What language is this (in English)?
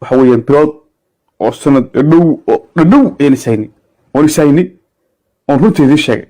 Somali